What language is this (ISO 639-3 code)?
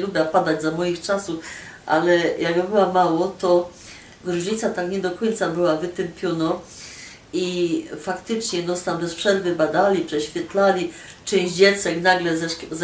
szl